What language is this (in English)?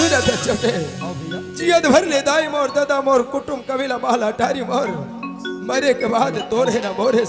Chhattisgarhi